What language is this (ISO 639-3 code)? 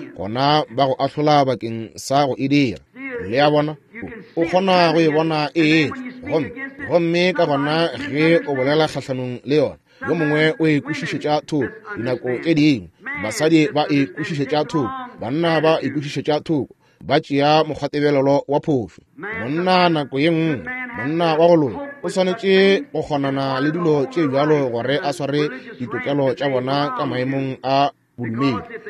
nso